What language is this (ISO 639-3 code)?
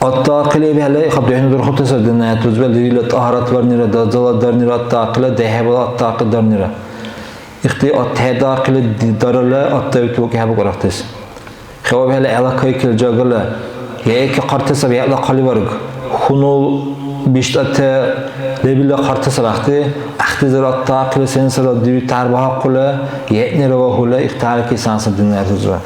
dar